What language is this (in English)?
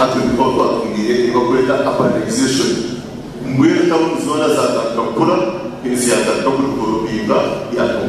Nyankole